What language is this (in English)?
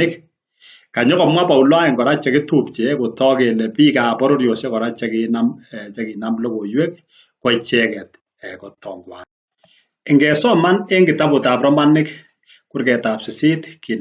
Kalenjin